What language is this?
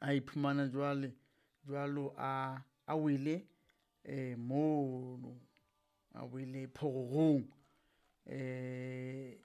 Southern Sotho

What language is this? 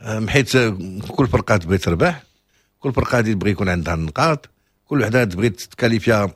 Moroccan Arabic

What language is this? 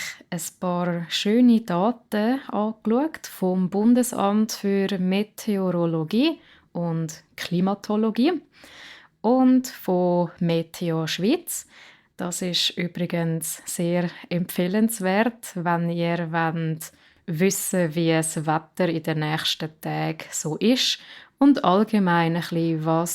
Swiss German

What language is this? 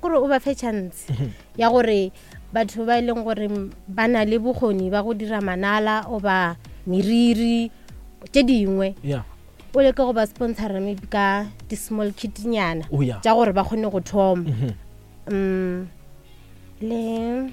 Northern Sotho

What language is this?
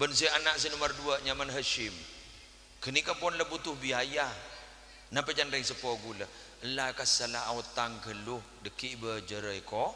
Madurese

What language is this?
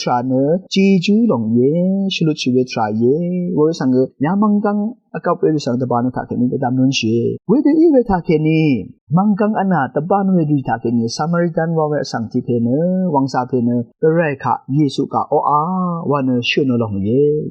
Rawang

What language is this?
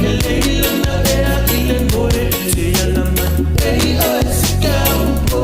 Samoan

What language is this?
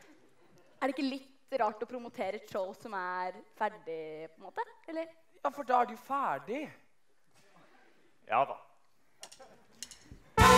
Norwegian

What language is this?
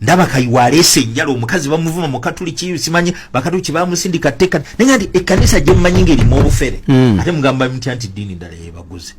Ganda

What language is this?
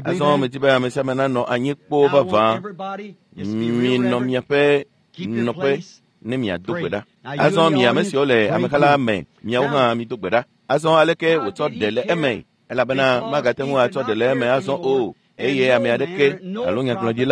Ewe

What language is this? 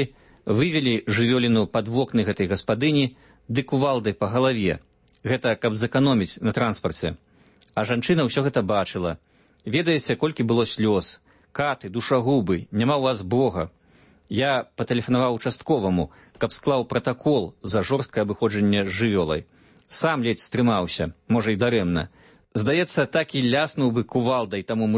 Belarusian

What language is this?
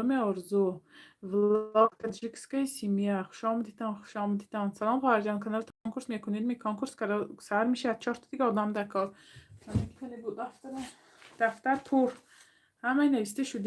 Tajik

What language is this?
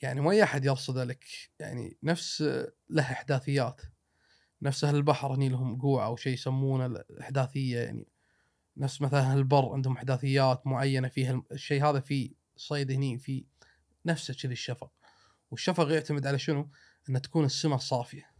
Gulf Arabic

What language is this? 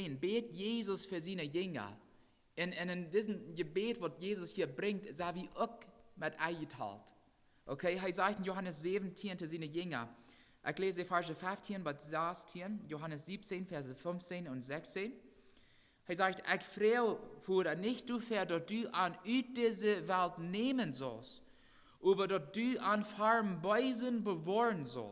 Plautdietsch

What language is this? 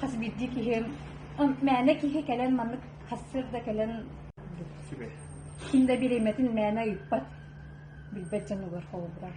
Yakut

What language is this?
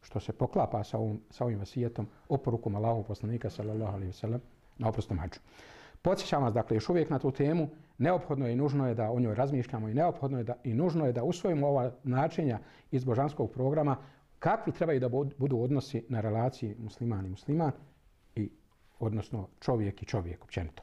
Bosnian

